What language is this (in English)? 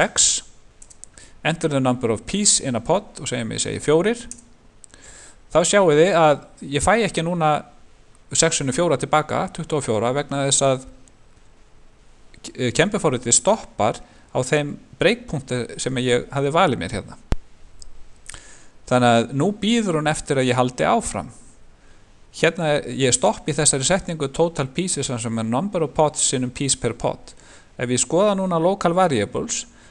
Icelandic